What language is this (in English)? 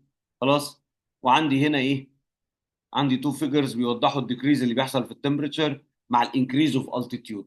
Egyptian Arabic